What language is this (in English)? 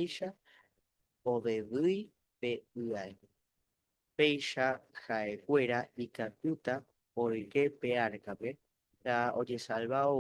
Guarani